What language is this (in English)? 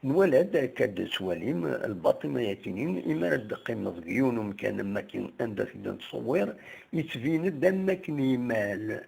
Kabyle